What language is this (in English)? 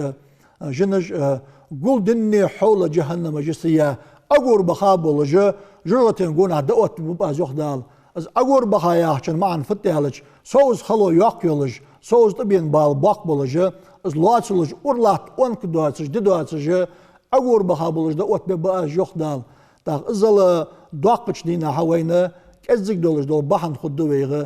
Ingush